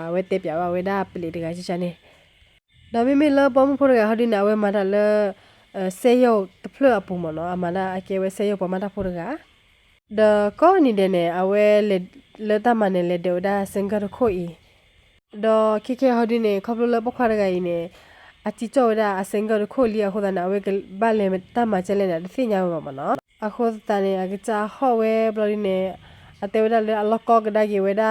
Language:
S'gaw Karen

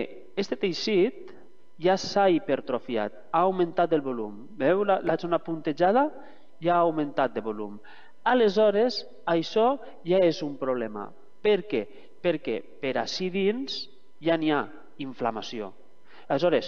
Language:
Catalan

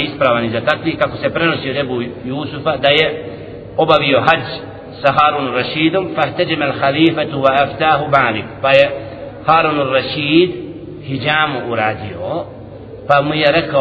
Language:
Bosnian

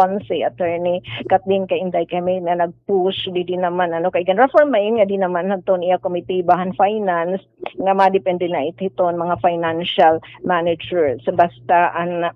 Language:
Waray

